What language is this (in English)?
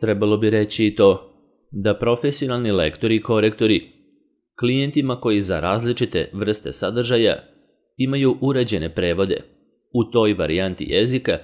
Serbian